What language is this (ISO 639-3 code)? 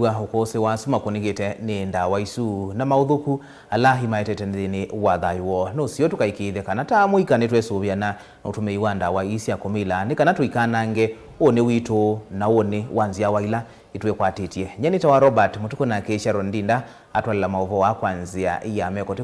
kam